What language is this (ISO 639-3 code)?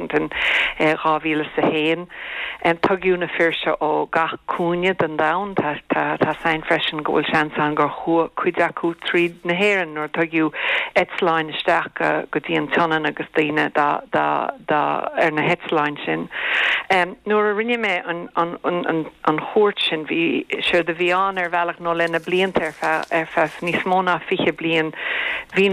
gle